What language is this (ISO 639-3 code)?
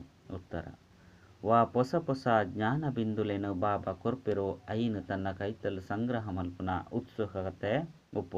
tcy